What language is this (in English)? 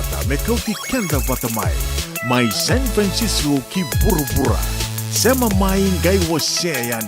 Fijian